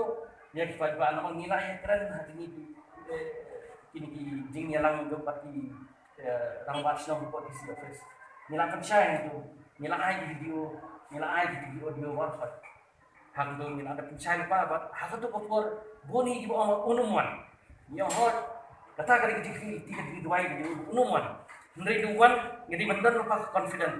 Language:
Khasi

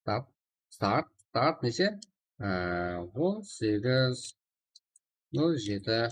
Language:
Kara-Kalpak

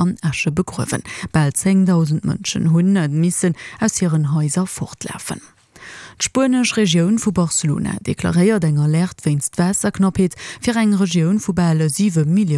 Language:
Luxembourgish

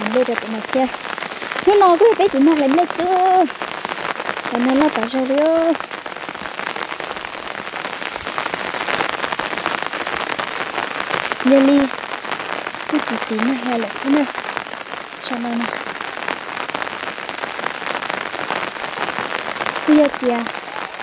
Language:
Vietnamese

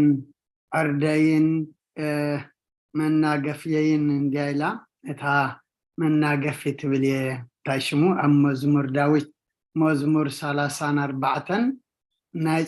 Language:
Tigrinya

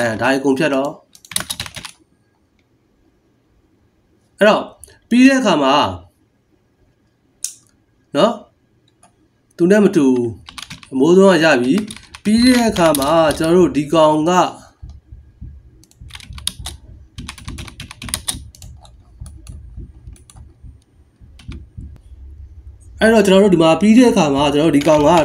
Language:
Burmese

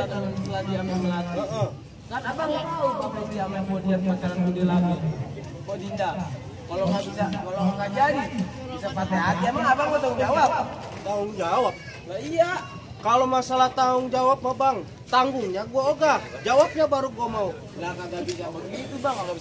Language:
Betawi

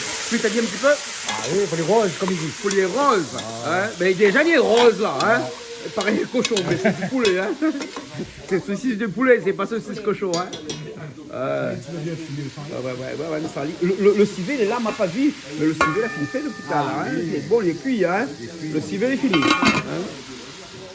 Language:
Réunion Creole French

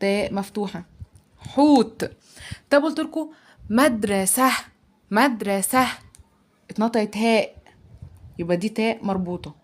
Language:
Egyptian Arabic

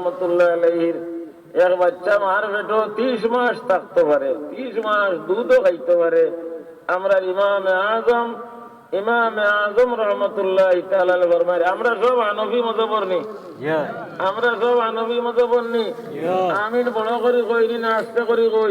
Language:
Sylheti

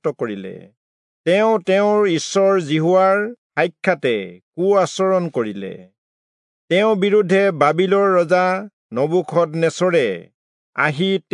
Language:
Assamese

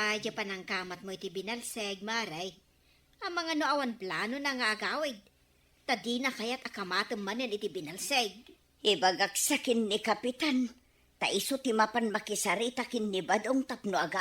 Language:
Iloko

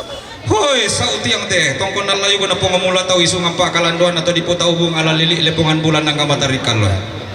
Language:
Toraja-Sa'dan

